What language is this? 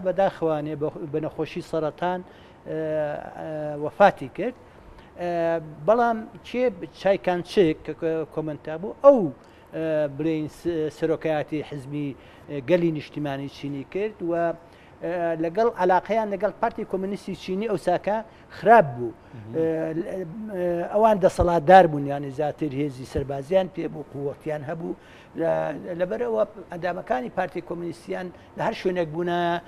Central Kurdish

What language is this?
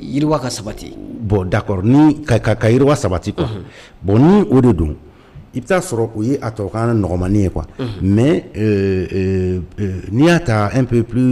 Bambara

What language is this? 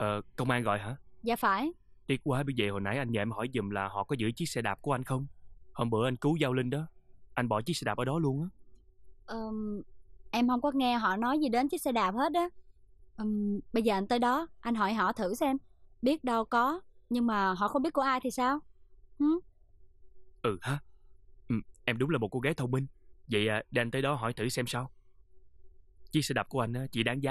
Vietnamese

